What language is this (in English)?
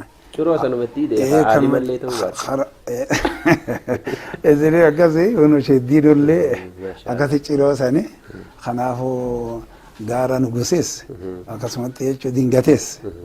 Oromo